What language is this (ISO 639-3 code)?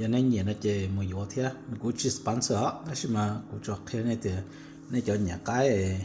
hmn